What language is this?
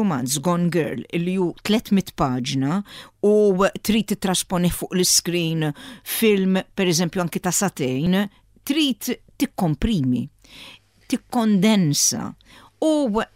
Maltese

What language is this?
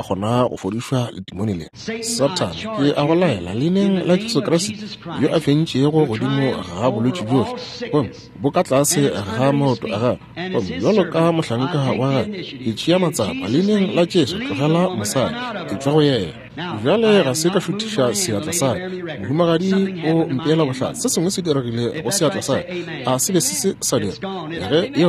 Northern Sotho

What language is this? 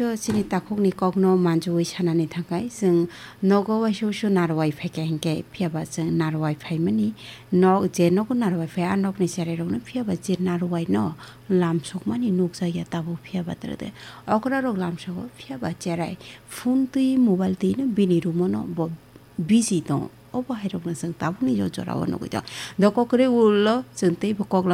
Kok Borok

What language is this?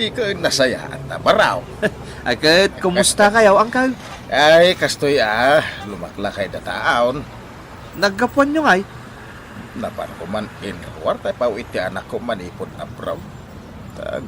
Iloko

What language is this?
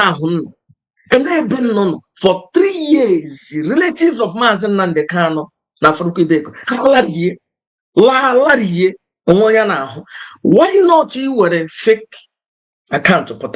Igbo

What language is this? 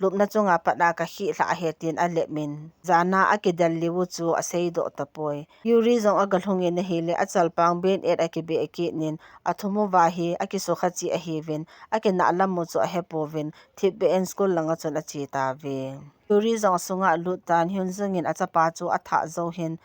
Thado Chin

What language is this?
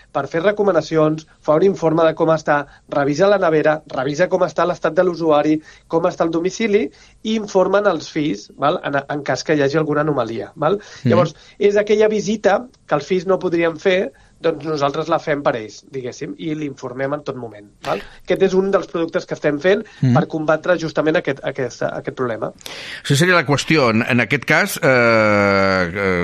Catalan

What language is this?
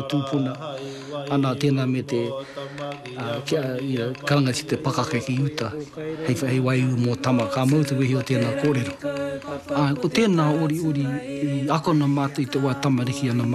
Māori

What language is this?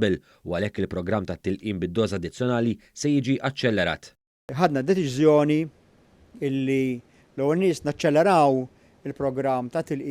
Maltese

